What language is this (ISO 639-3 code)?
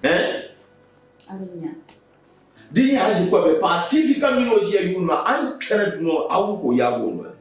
dag